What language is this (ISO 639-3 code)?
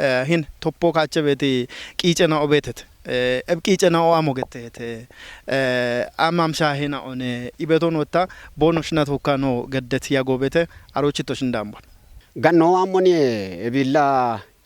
kbr